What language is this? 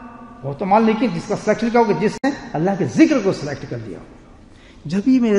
Urdu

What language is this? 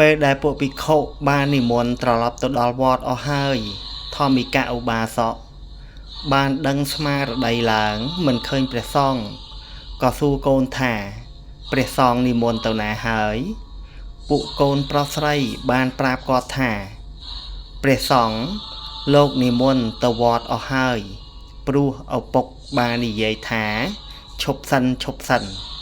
Khmer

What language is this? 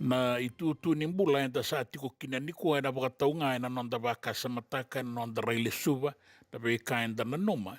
Fijian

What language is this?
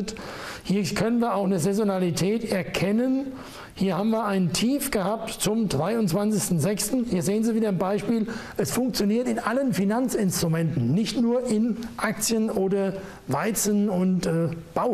German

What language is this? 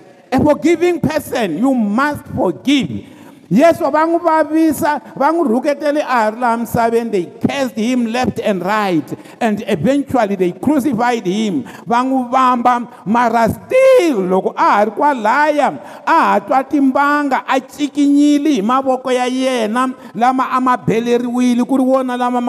Tsonga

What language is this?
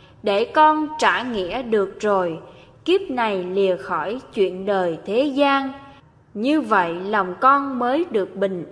Vietnamese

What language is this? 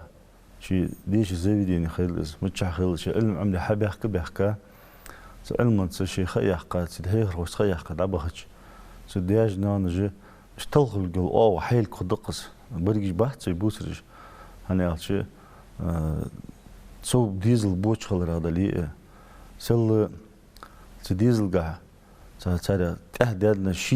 Ingush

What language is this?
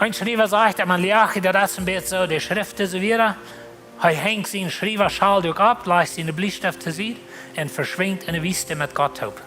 Plautdietsch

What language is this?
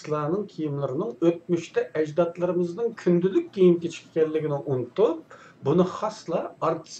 Uyghur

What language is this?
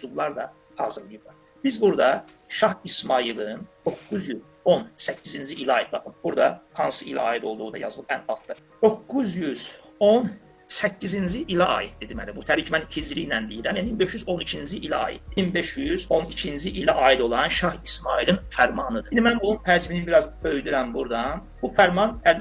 Azerbaijani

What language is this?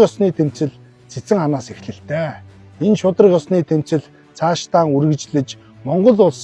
Mongolian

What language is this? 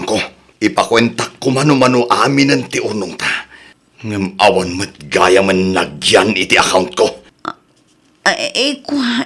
Iloko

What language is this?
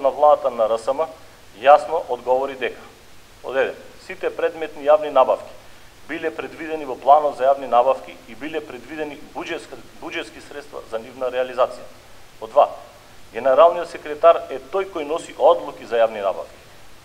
Macedonian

